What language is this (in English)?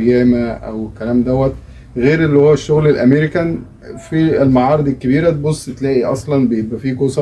Egyptian Arabic